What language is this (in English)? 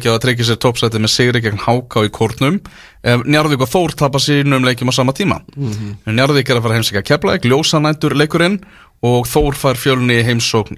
Icelandic